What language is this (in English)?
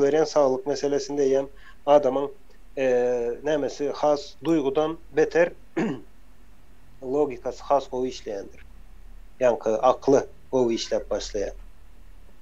Turkmen